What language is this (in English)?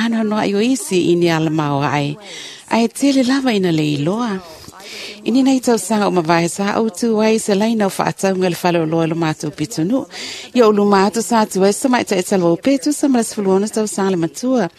Samoan